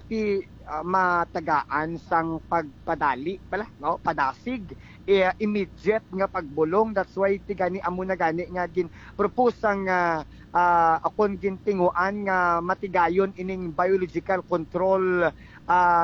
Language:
Hiligaynon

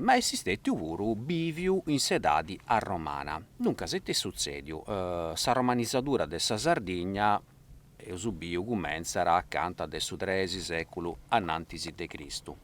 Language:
Sardinian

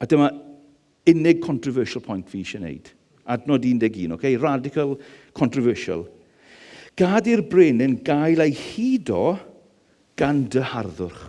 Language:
Welsh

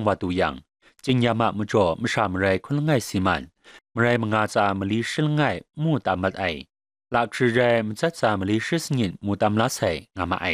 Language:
Kachin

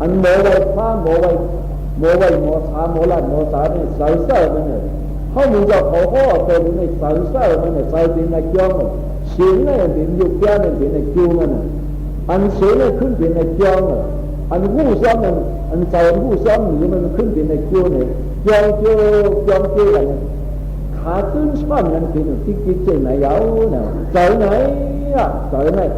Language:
Shan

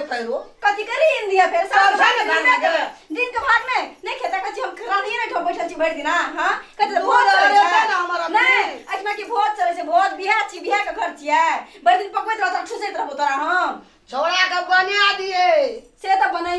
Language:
Maithili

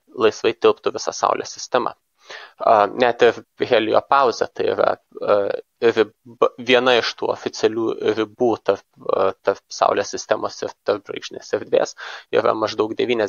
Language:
Lithuanian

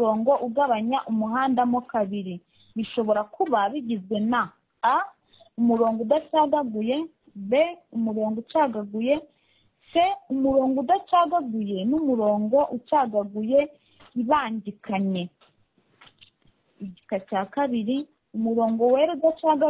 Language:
Kinyarwanda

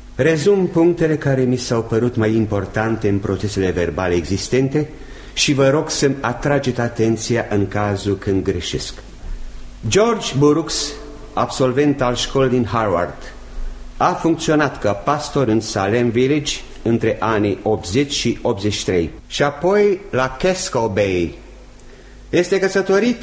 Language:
Romanian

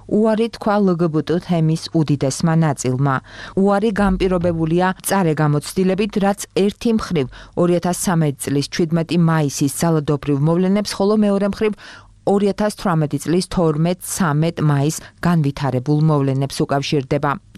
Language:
Georgian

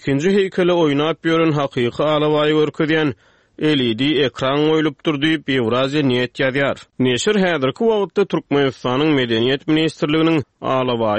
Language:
Turkmen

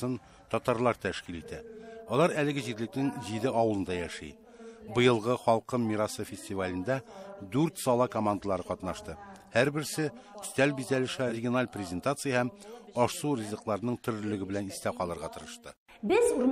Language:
Tatar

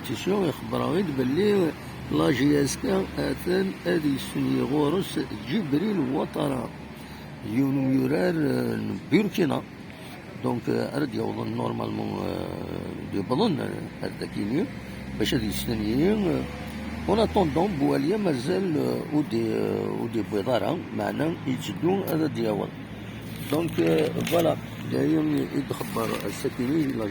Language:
Kabyle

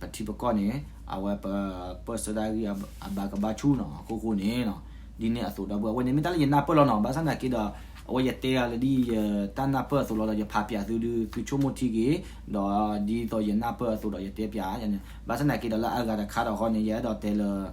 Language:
S'gaw Karen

